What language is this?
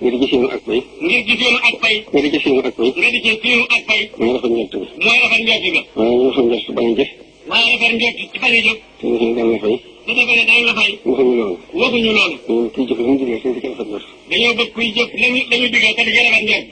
Wolof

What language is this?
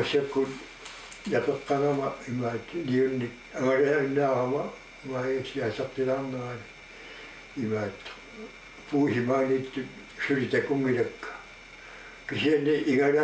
Kalaallisut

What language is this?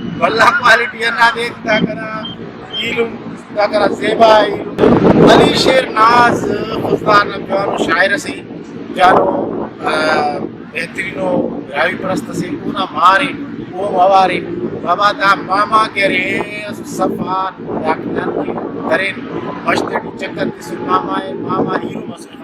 Brahui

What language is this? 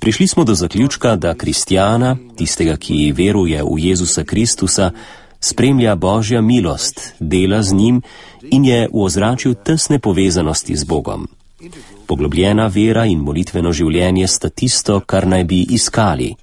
Slovenian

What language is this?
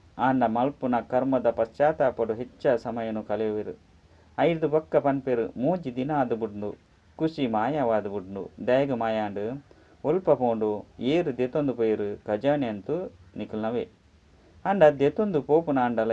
Tulu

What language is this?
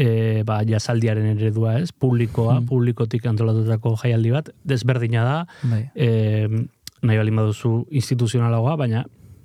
Basque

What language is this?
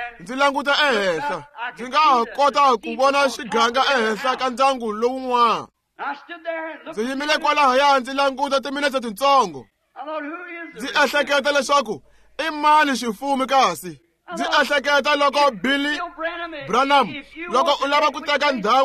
Tsonga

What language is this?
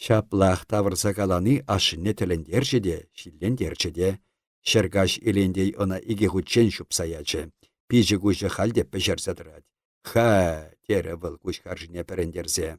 Chuvash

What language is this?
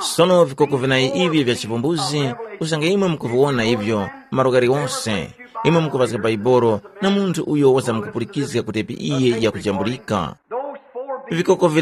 Tumbuka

